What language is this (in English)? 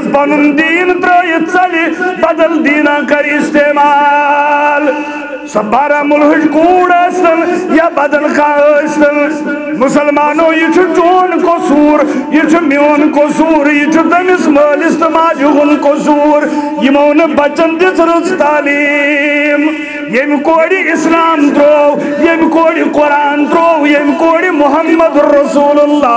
Kashmiri